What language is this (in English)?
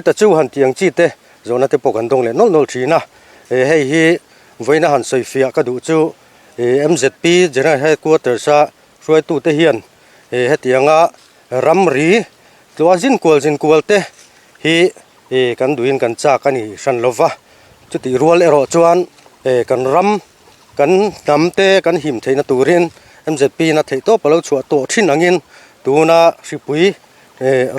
Mizo